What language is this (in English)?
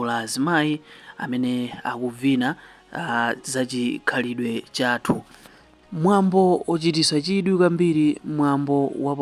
Nyanja